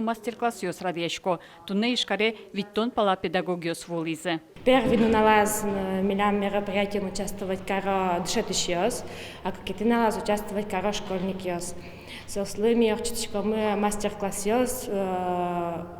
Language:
Udmurt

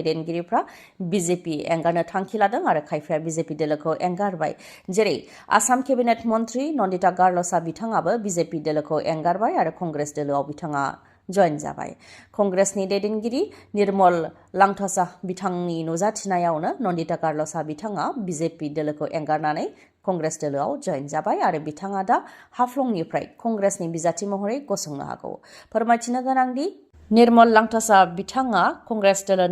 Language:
Bodo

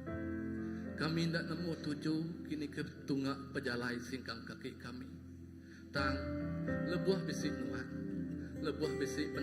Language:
Iban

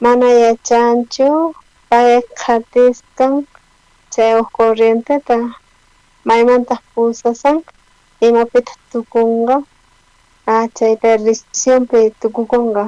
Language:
South Bolivian Quechua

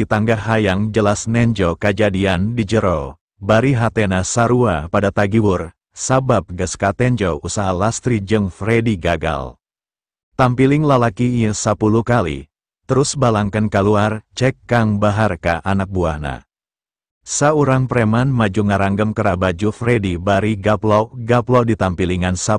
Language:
Sundanese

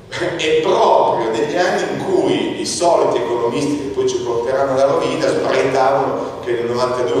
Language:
Italian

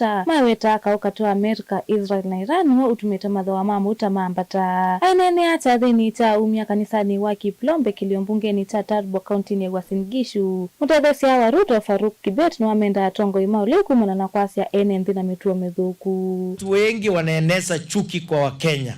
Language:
Kamba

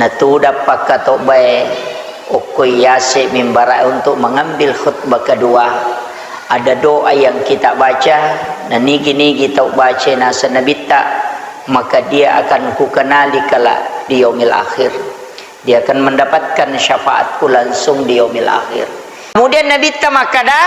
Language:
Buginese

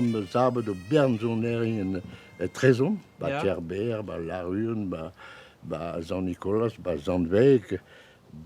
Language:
Breton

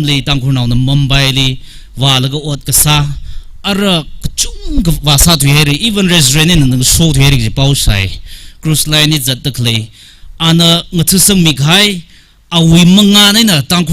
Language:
Tangkhul Naga (India)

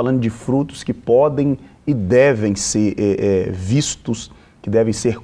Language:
Portuguese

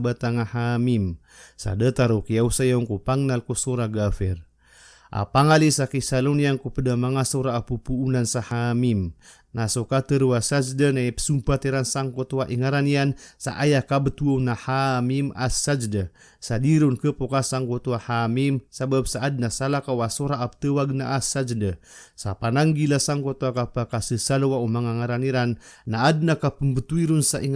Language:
Maranao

